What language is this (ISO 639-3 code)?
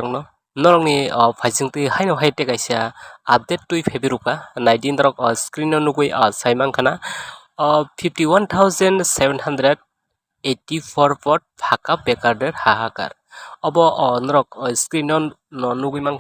trp